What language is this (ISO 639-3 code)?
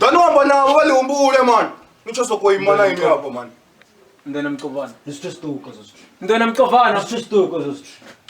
ven